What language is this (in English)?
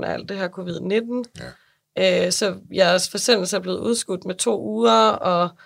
Danish